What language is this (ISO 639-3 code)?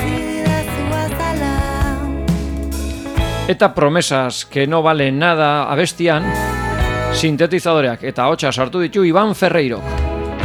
eus